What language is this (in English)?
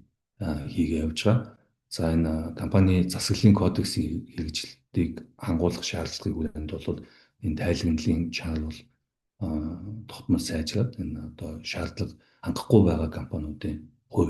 Mongolian